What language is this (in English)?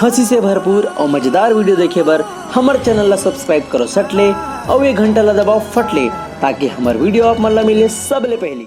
Chhattisgarhi